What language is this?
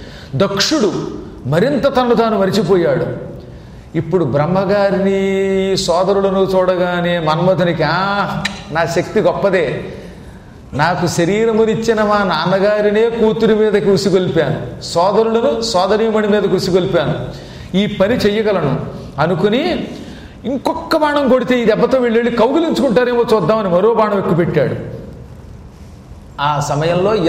Telugu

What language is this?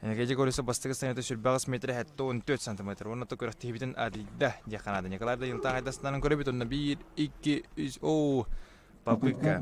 Yakut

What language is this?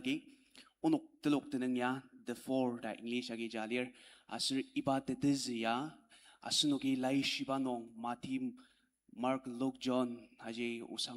Ao Naga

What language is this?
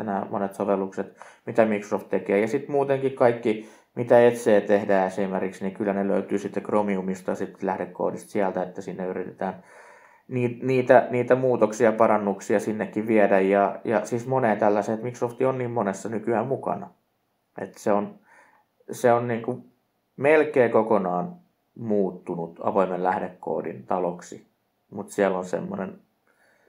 Finnish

